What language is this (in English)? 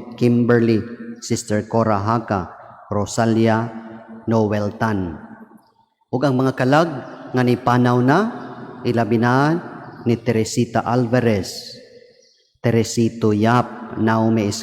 Cebuano